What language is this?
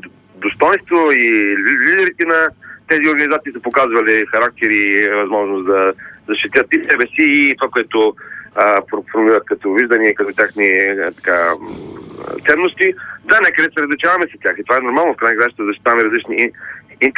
Bulgarian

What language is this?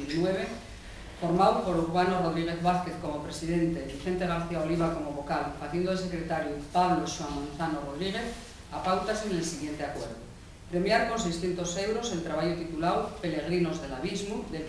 Asturian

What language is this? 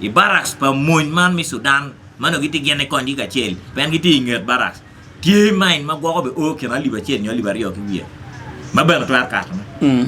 Acoli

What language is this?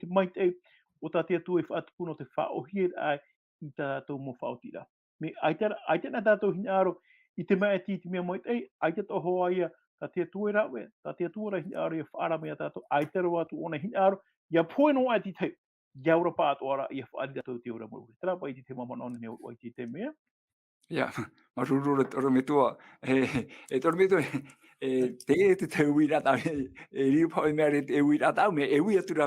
Tahitian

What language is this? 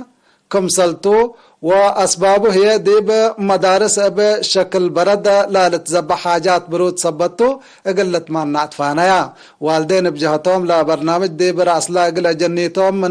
Tigre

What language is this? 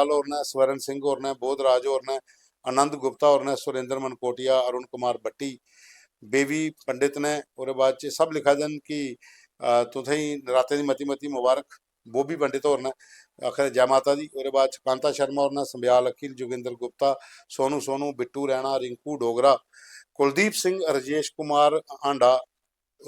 Dogri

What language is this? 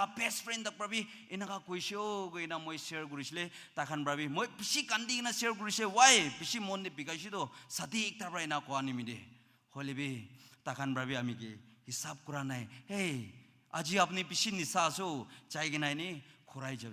Naga Pidgin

